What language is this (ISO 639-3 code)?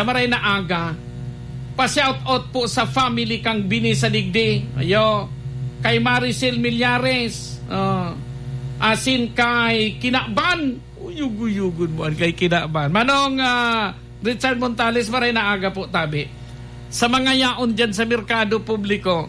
bik